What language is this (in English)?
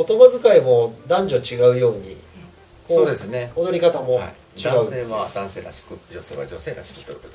Japanese